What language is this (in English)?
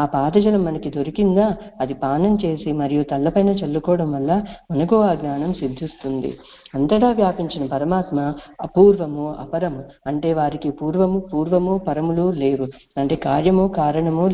Telugu